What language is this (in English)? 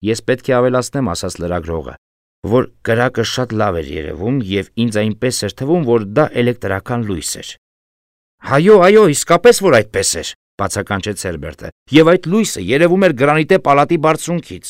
Armenian